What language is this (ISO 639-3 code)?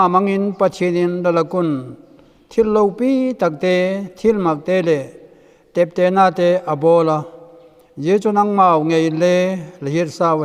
vap